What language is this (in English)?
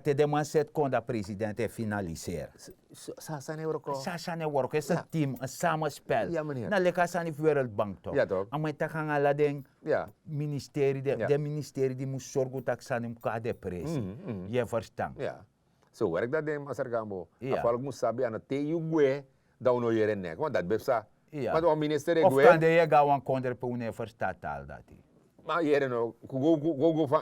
Sranan Tongo